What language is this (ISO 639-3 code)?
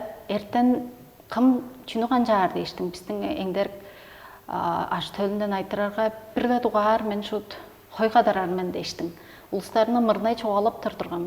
tyv